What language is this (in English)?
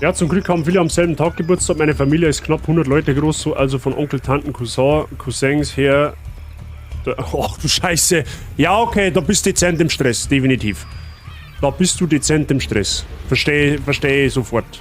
Bavarian